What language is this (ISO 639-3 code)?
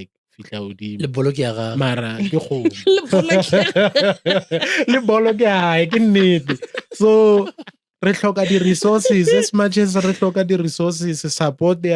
nso